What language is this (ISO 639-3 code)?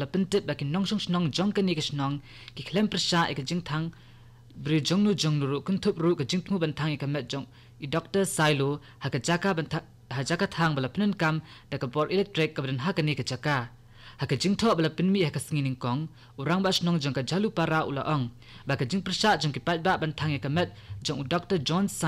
kha